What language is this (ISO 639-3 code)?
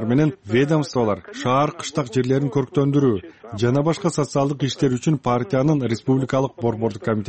kir